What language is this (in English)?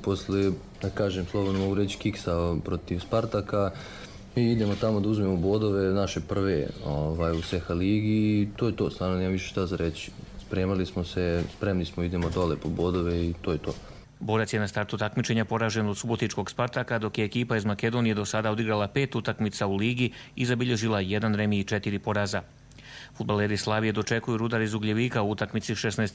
Croatian